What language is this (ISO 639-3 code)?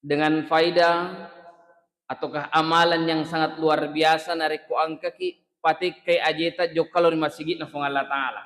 bug